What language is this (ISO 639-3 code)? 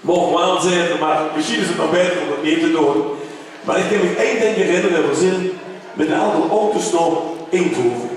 lim